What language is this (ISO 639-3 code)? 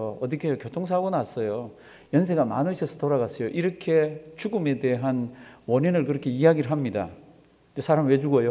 kor